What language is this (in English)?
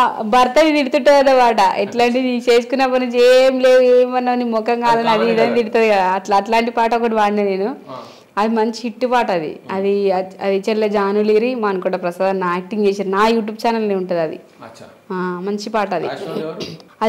Telugu